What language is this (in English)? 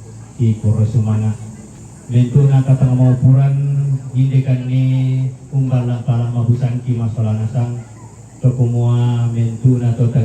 Toraja-Sa'dan